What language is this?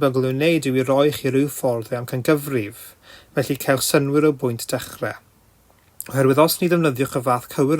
Welsh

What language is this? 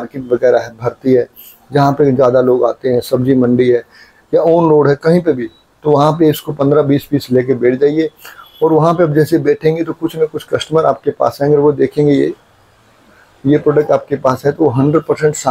Hindi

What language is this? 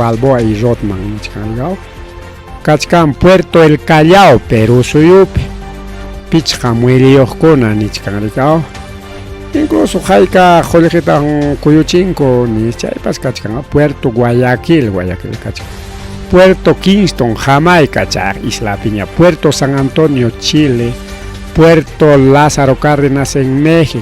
Ayacucho Quechua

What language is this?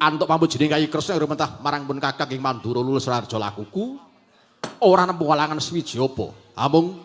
Javanese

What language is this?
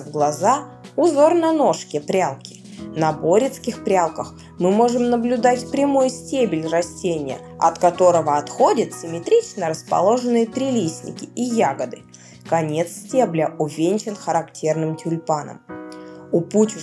Russian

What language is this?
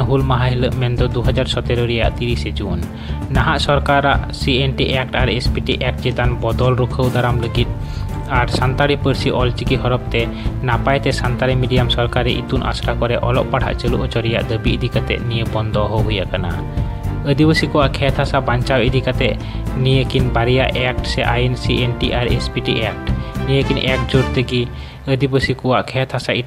Santali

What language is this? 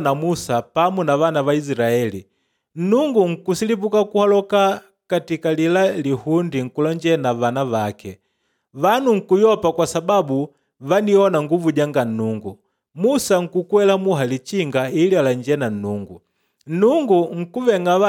Makonde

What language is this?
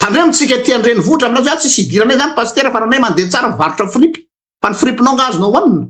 Malagasy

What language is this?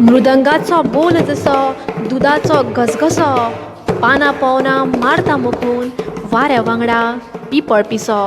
Konkani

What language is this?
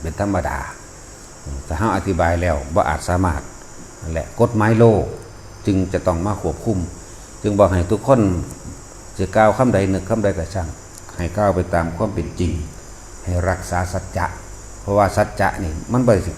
Northeastern Thai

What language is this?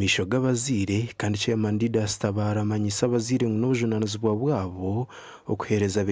Nyankole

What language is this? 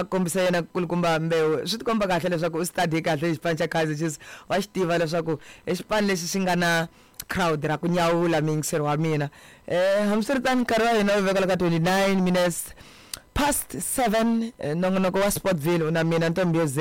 Tsonga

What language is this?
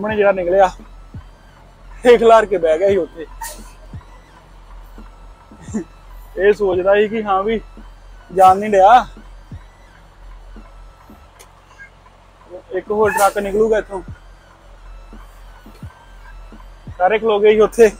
Punjabi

